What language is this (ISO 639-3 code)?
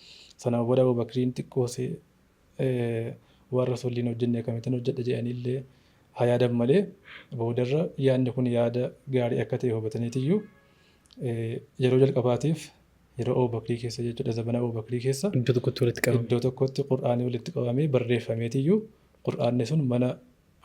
orm